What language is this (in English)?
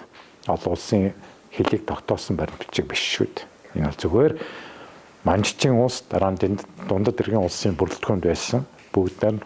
Mongolian